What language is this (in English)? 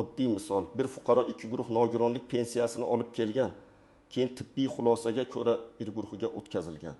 Uzbek